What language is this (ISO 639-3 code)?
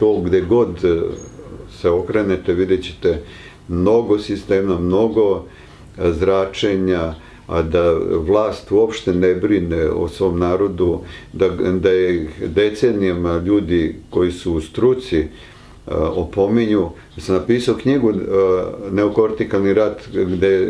srp